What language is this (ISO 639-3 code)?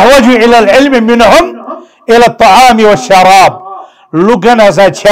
kas